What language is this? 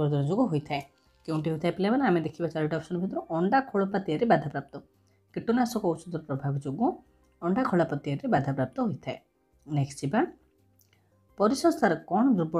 Odia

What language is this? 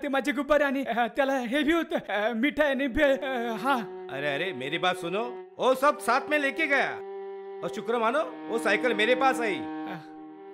Marathi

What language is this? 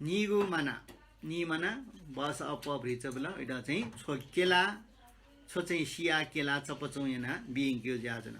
Newari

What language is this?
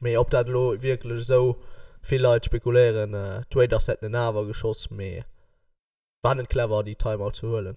Luxembourgish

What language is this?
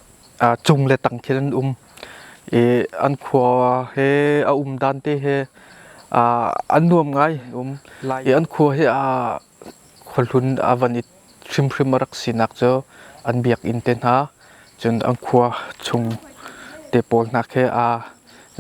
Hakha Chin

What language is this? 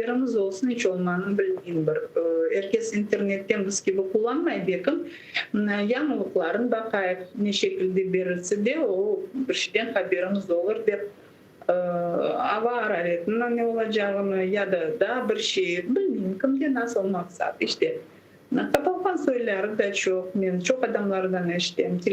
Crimean Tatar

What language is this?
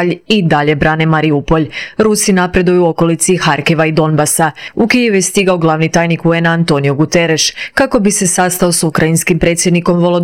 Croatian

